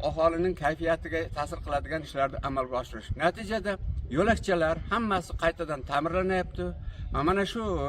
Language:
Uzbek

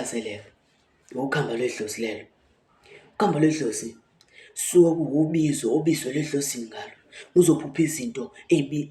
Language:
Zulu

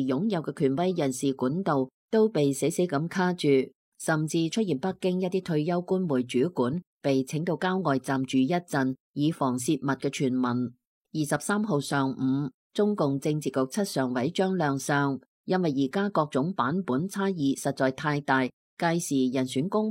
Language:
Cantonese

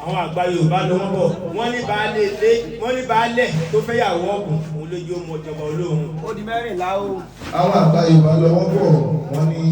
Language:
Yoruba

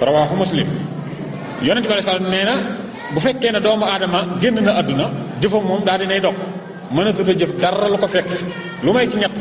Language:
Wolof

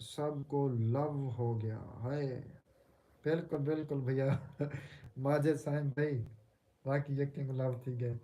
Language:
Saraiki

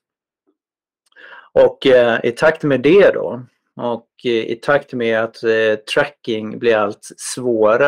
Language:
Swedish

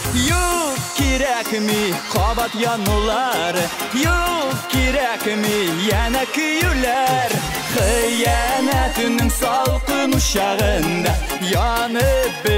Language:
Tatar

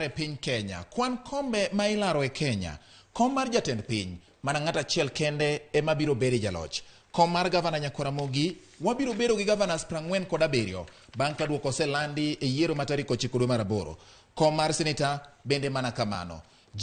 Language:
Luo (Kenya and Tanzania)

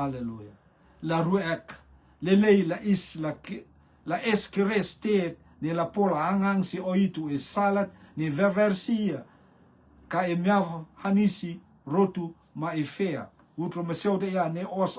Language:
Rotuman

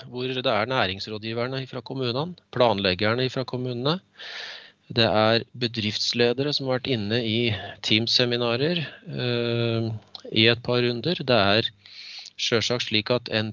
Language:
Norwegian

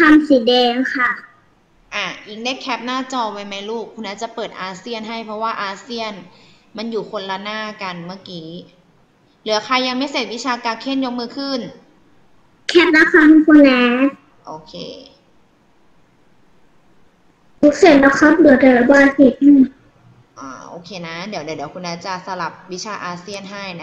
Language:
Thai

